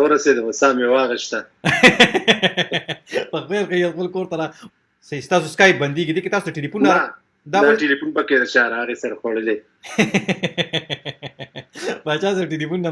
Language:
Pashto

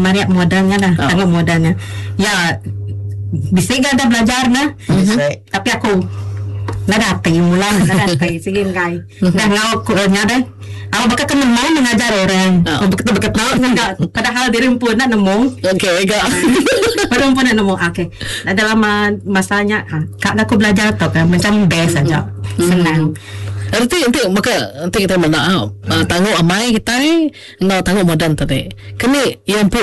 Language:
Iban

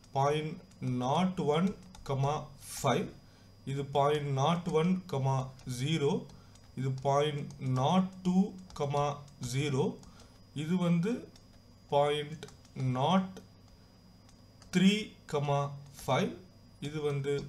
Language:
Tamil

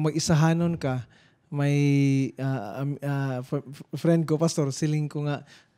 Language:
Hiligaynon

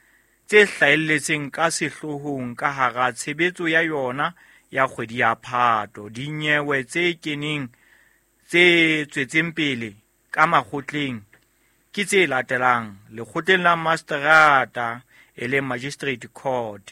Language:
Southern Sotho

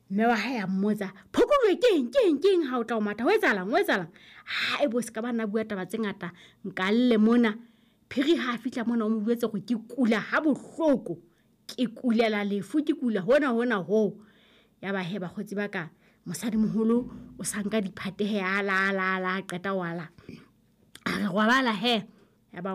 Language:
Southern Sotho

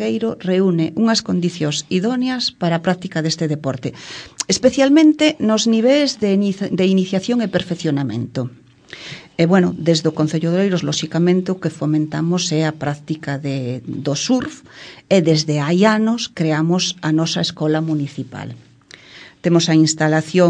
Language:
Galician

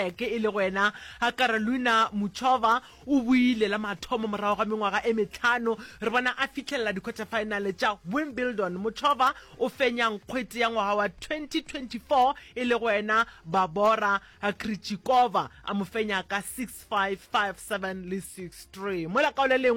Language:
Northern Sotho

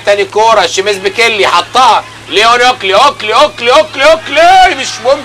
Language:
Egyptian Arabic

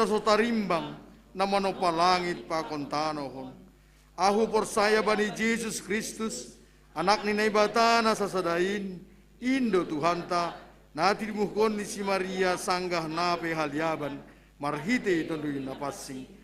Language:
Batak Simalungun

